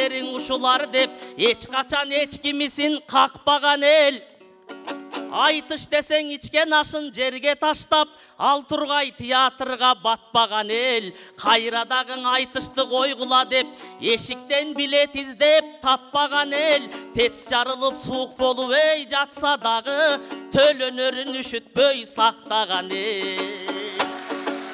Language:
Kyrgyz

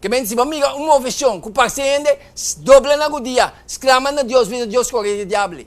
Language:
Papiamento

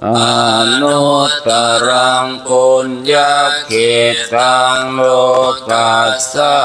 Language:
Pali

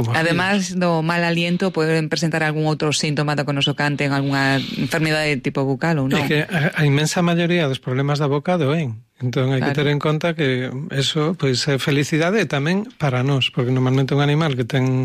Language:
Galician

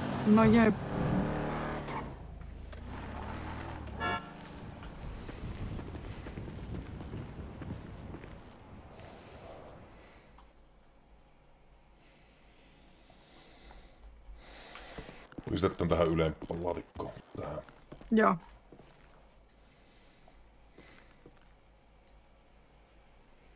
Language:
Finnish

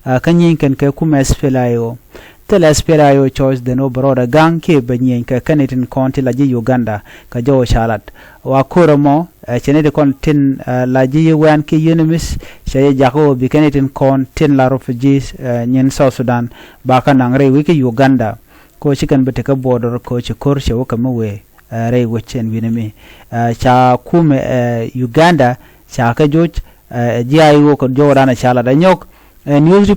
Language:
Nuer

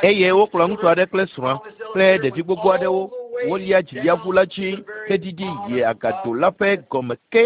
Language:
Ewe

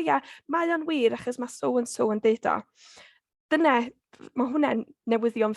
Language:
Welsh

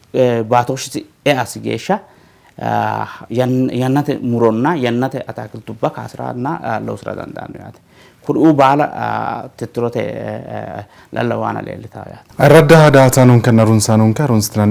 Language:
Sidamo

